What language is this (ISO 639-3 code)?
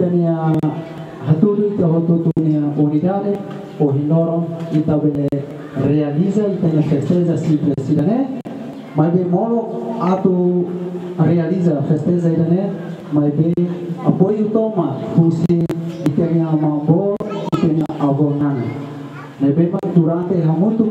tet